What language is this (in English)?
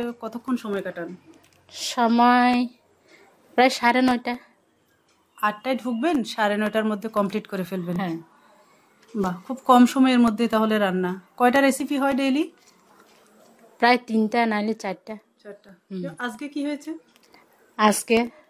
Bangla